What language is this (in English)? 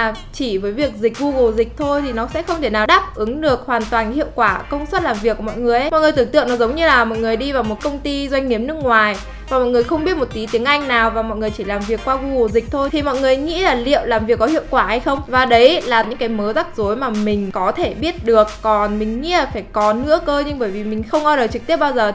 Vietnamese